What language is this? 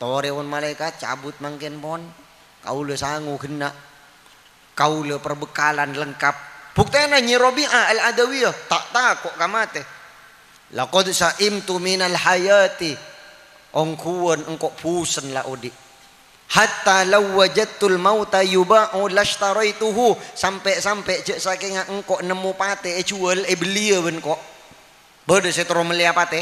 Madurese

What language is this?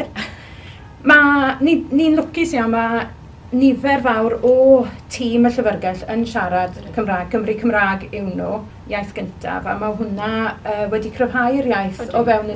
Welsh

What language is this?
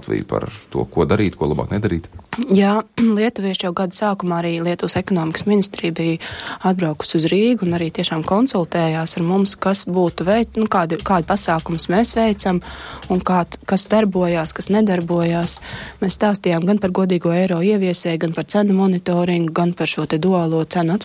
Latvian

